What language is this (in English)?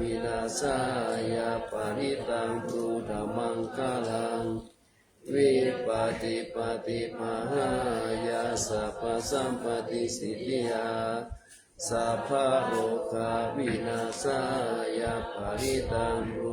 Pali